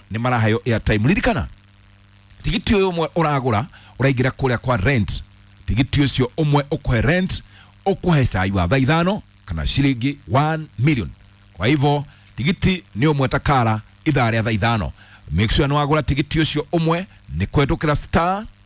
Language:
Kikuyu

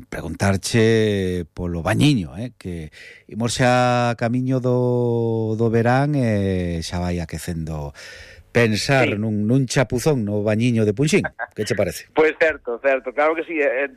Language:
Galician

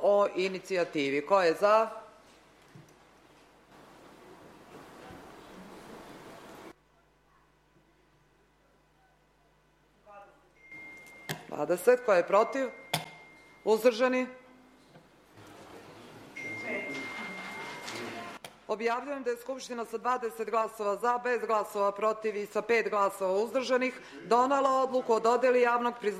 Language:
Serbian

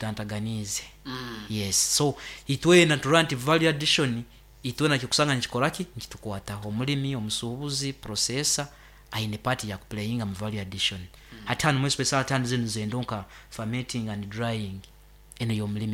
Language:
Nyoro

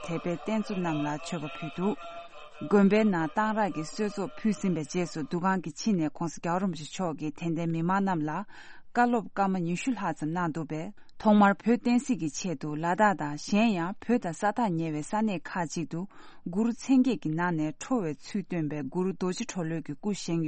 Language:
Tibetan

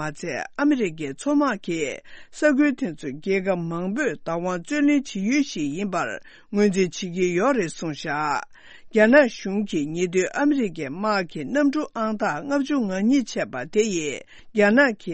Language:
Tibetan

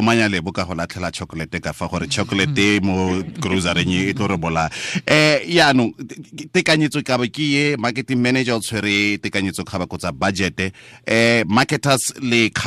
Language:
Tswana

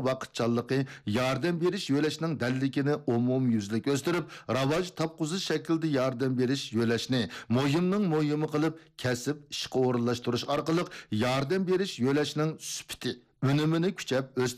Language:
Uyghur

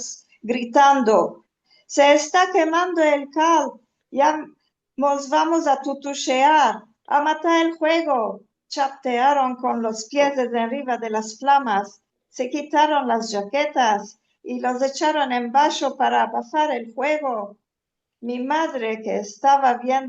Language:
Ladino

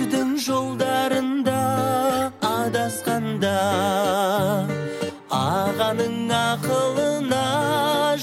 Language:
Kazakh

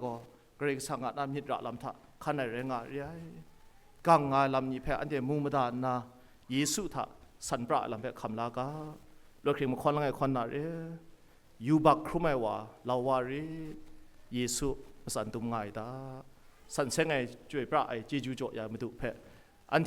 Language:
Kachin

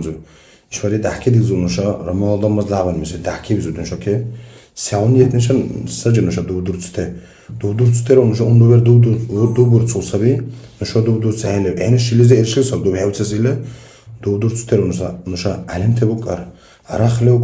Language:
Dargwa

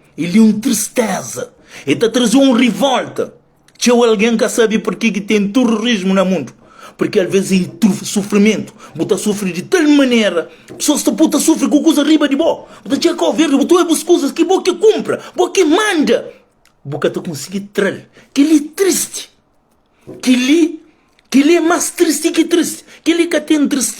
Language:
Kabuverdianu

